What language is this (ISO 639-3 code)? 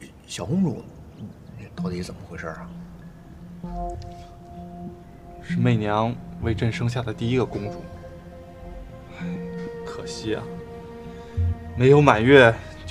zho